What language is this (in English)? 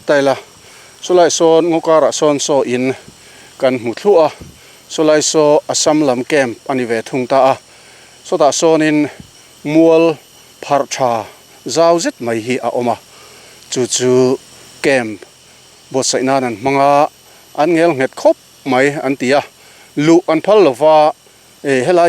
Mizo